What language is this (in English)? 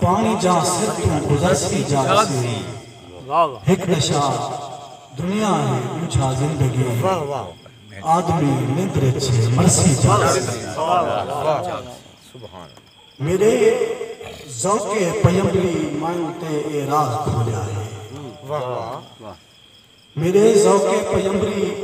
Saraiki